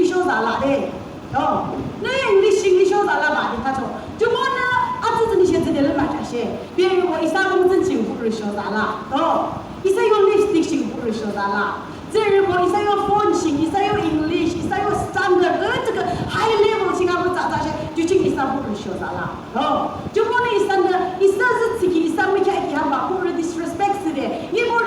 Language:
Yimchungru Naga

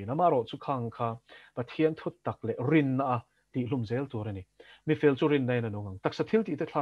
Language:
Mizo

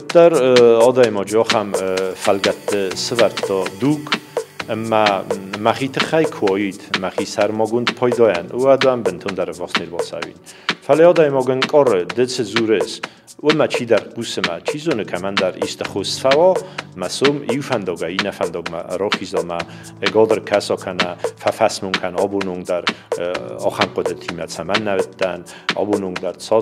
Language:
Ossetic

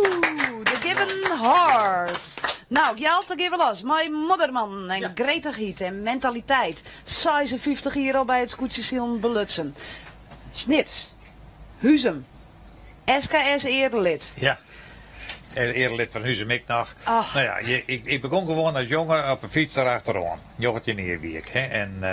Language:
Western Frisian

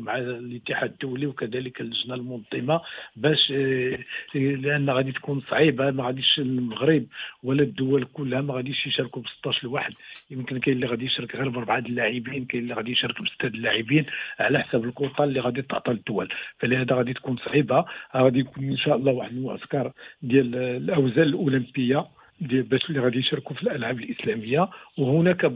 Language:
Moroccan Arabic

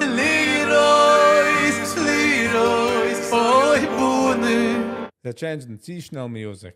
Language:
Yiddish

